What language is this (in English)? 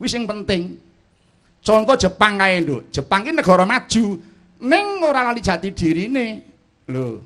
Javanese